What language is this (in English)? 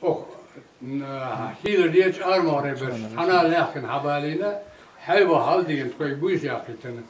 Chechen